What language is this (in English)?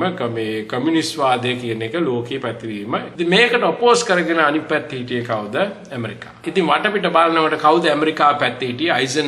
Sinhala